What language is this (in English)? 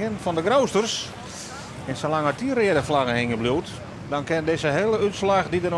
Western Frisian